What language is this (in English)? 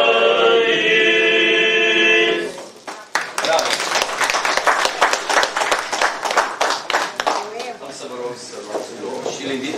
Romanian